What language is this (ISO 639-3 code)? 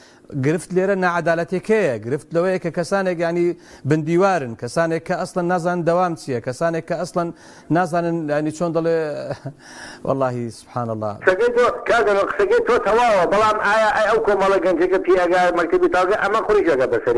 ckb